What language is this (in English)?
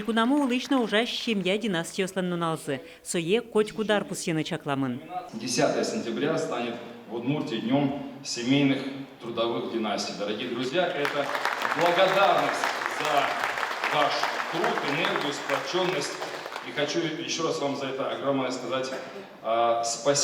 Udmurt